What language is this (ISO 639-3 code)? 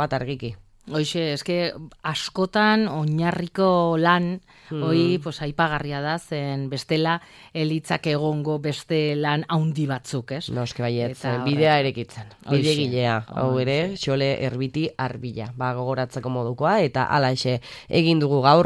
eus